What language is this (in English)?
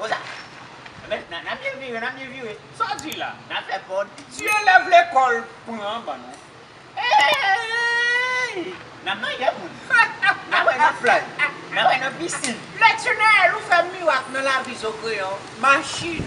Haitian Creole